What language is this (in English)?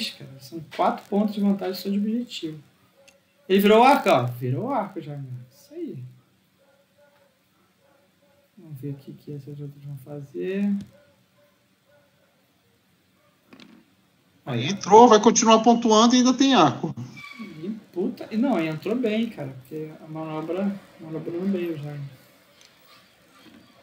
Portuguese